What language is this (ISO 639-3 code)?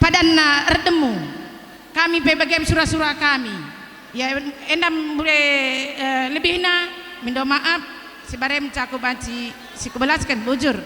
btx